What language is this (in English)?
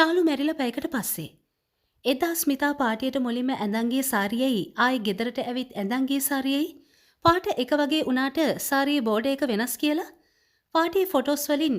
Sinhala